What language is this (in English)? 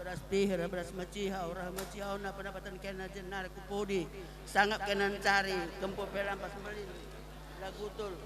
Batak Karo